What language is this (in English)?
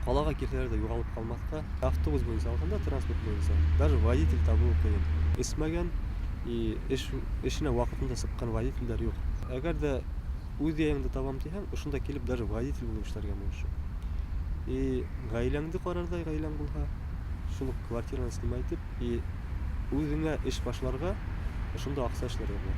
Bashkir